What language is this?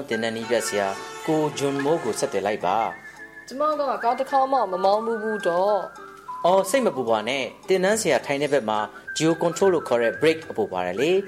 Burmese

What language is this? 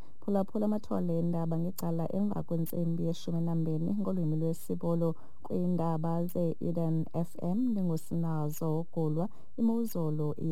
Xhosa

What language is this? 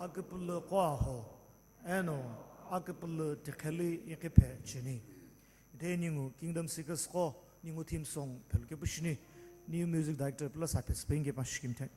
Sumi Naga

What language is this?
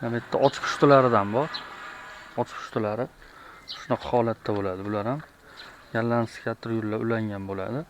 Uzbek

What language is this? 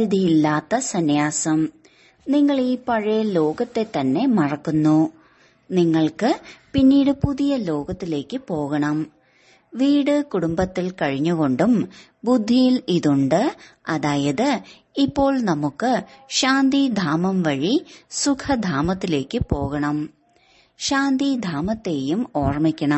Malayalam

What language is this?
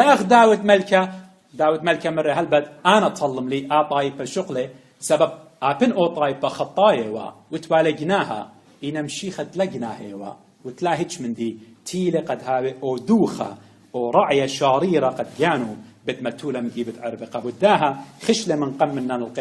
Assyrian Neo-Aramaic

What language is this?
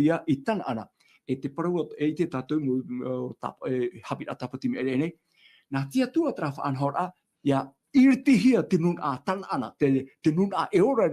Tahitian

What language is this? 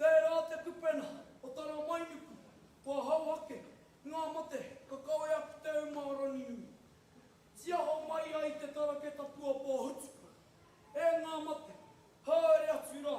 Māori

